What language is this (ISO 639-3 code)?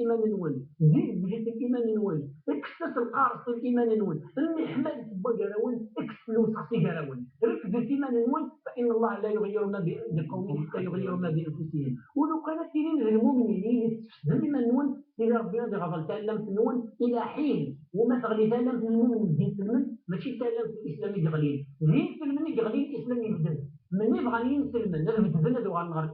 kab